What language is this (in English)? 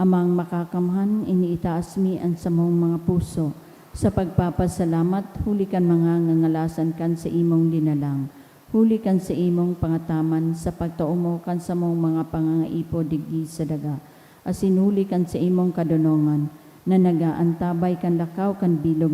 Bikol